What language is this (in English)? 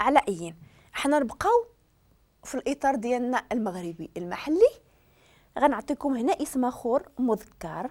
Moroccan Arabic